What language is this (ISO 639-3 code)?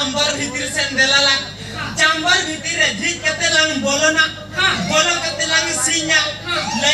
sat